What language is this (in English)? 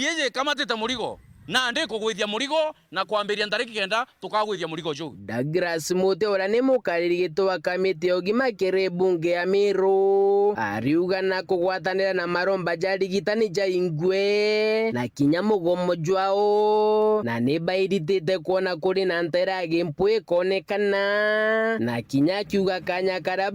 Meru